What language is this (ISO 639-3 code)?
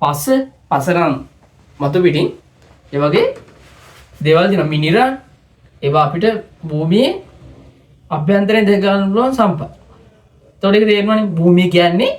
sin